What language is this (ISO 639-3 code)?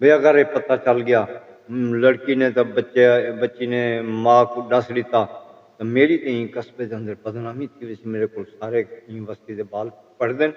skr